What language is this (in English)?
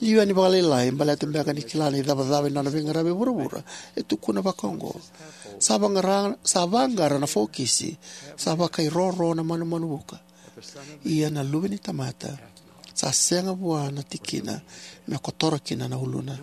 Fijian